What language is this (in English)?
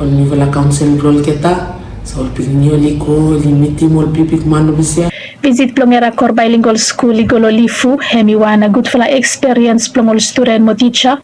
Bislama